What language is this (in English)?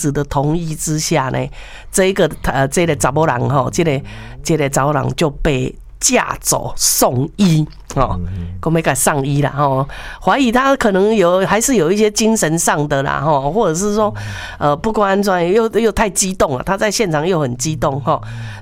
Min Nan Chinese